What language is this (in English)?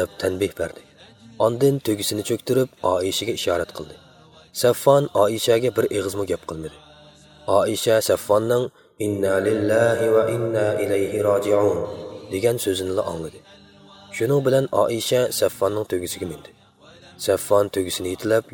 Uyghur